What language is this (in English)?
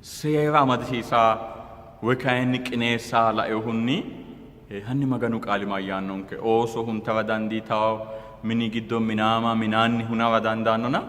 Sidamo